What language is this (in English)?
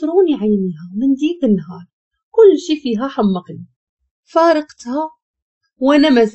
Moroccan Arabic